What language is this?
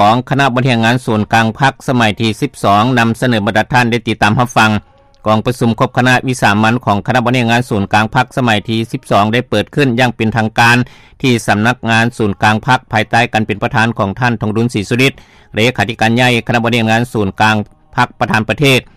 Lao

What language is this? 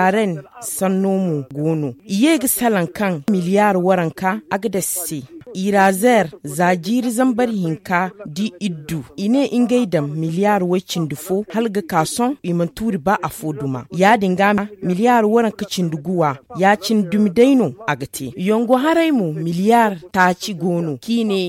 Zarma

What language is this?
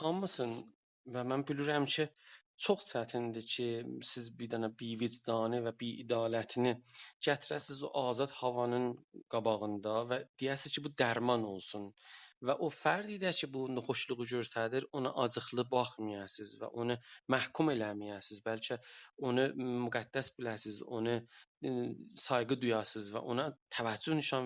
South Azerbaijani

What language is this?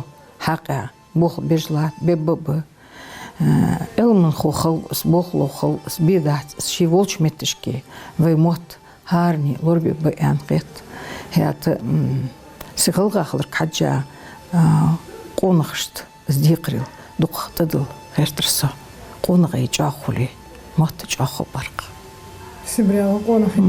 Ingush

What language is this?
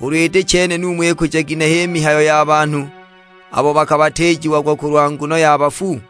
Sukuma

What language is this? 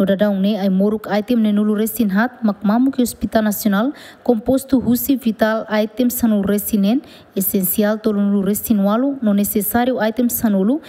Tetum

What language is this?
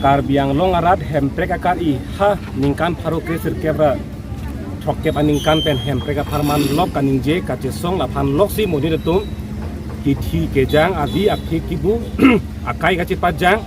Karbi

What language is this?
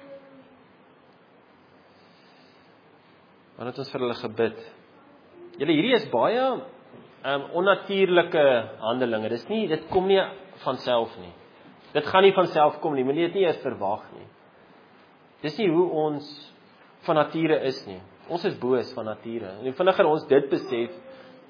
Afrikaans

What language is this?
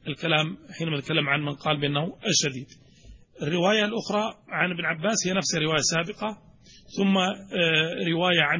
Arabic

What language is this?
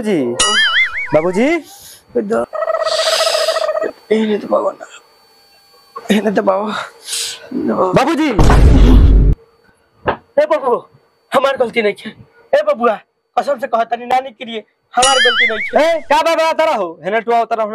Bhojpuri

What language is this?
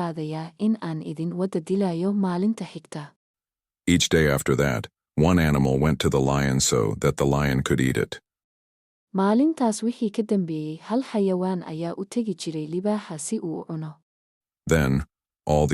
Somali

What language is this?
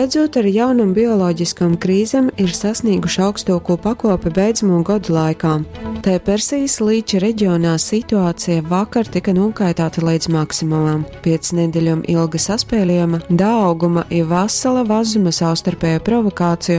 Latgalian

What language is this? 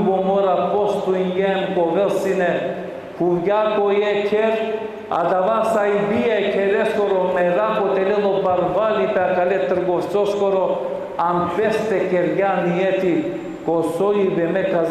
Balkan Romani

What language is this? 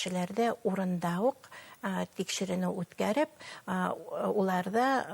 Bashkir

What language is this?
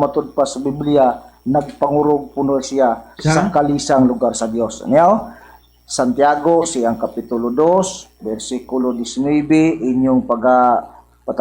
Cebuano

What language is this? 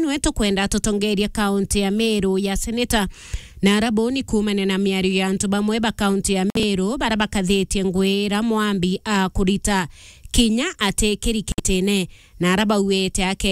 Meru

